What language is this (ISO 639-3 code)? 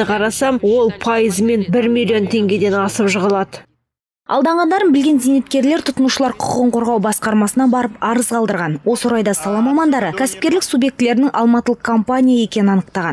kaz